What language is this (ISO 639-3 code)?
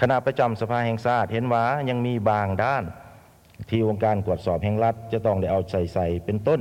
lao